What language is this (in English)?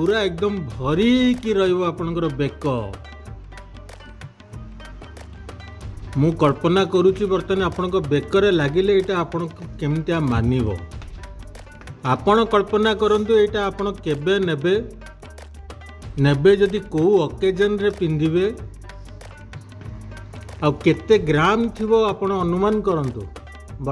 Odia